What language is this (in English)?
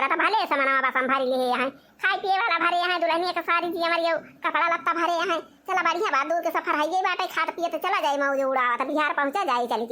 Awadhi